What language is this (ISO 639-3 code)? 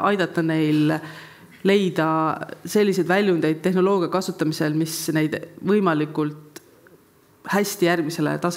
est